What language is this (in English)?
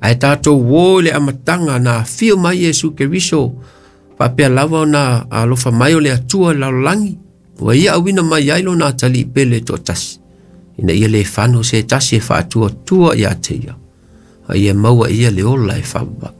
Samoan